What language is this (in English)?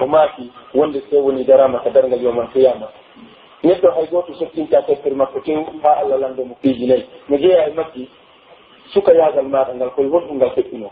Pular